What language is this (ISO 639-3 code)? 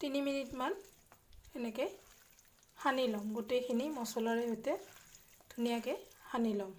asm